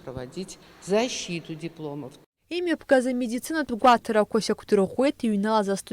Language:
Abkhazian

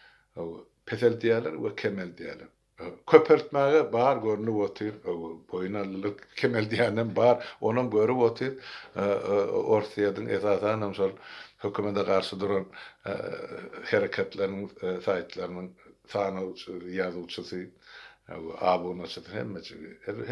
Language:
Turkmen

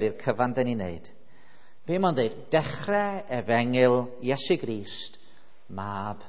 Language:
Welsh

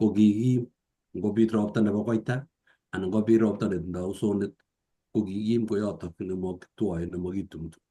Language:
Kalenjin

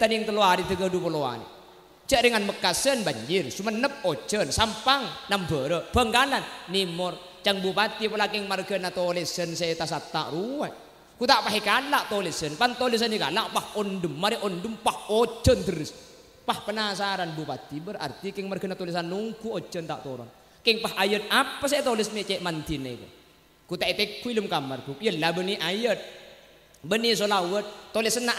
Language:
Madurese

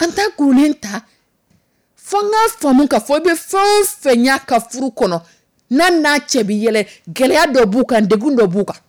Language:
Dyula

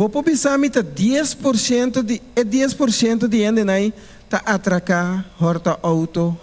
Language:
Papiamento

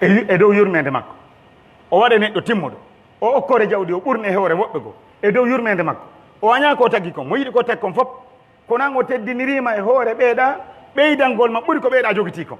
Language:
Pular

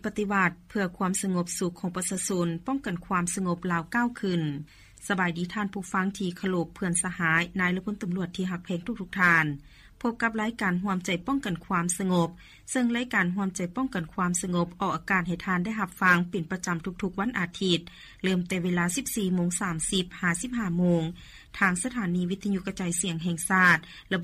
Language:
Lao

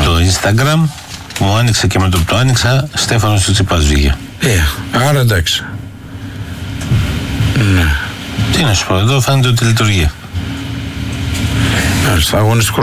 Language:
Greek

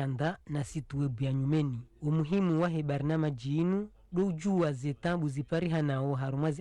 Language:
Ngazidja Comorian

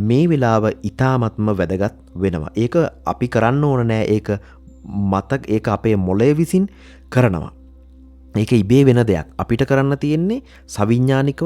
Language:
Sinhala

